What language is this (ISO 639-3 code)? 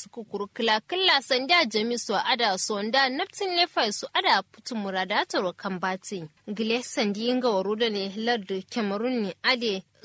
kau